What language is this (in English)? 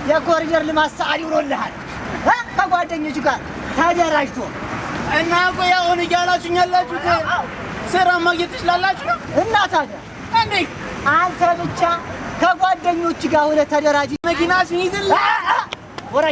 Amharic